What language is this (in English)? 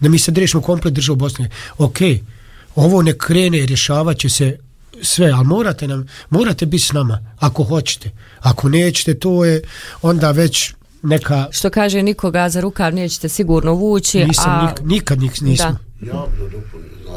Bosnian